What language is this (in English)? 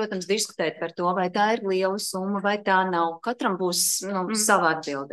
Latvian